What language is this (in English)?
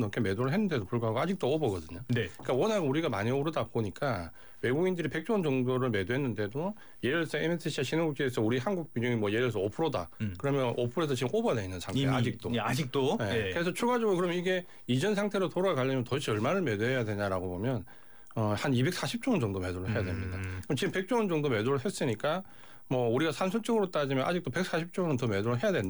Korean